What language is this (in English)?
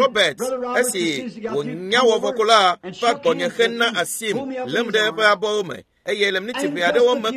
Ewe